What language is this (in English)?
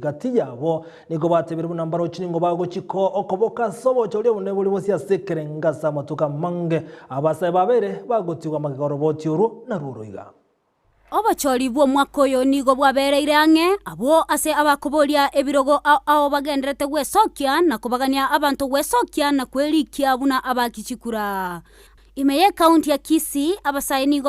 Gusii